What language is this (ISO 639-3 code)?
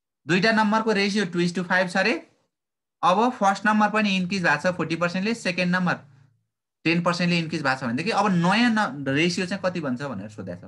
nep